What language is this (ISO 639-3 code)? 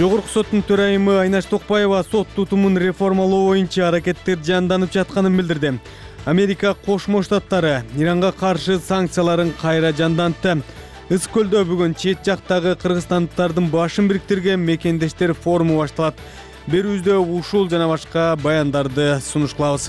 kir